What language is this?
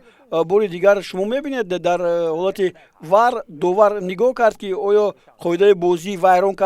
Tajik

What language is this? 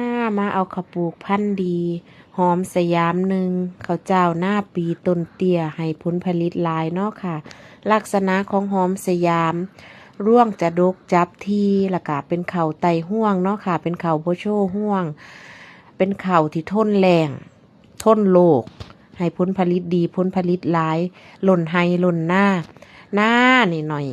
Northeastern Thai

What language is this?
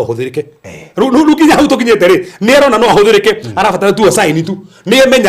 Kikuyu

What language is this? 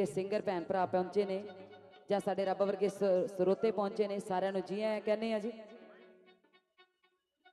Punjabi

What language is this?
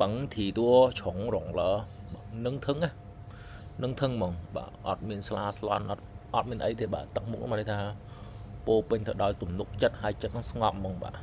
Khmer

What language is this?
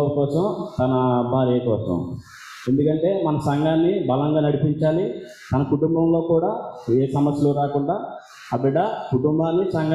Telugu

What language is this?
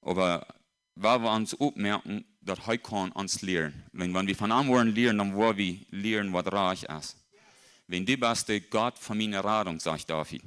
Plautdietsch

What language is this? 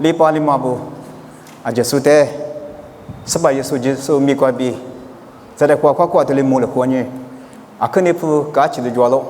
Lisu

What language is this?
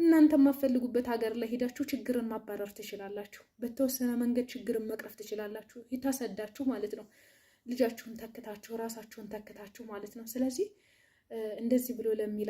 Amharic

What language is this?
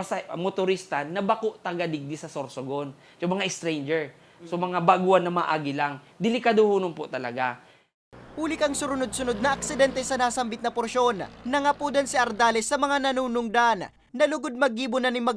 Bikol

